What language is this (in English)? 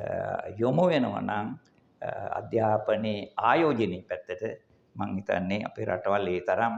Sinhala